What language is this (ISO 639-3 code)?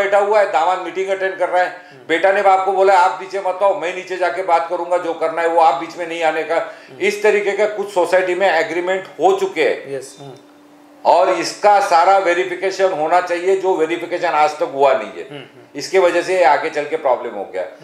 hin